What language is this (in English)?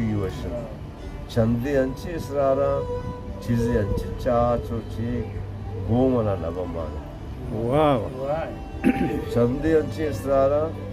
Baluchi